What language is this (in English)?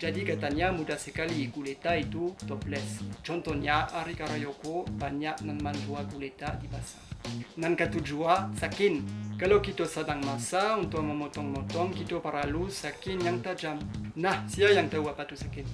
Minangkabau